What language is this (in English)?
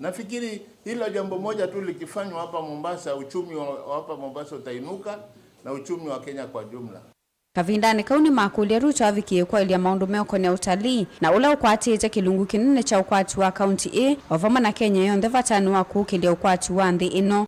Kamba